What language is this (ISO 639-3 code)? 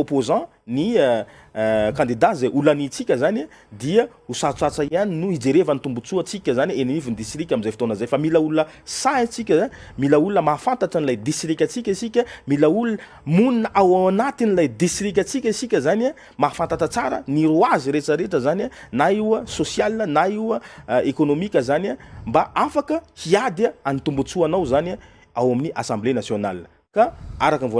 mlg